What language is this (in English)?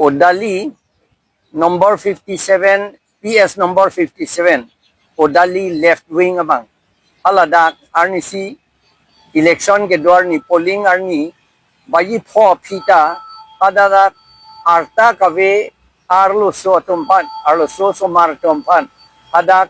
Karbi